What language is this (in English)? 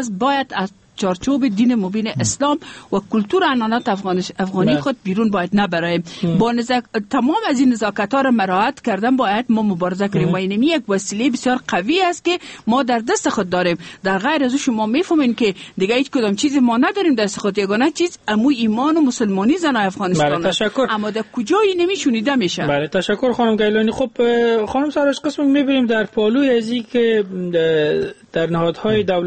Persian